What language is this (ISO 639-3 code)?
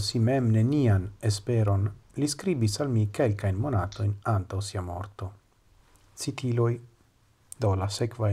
epo